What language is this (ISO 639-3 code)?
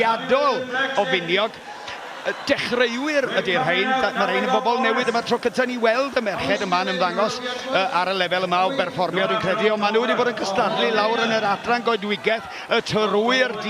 cym